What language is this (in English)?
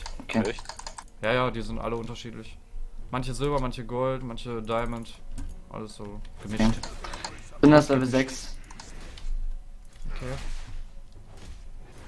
German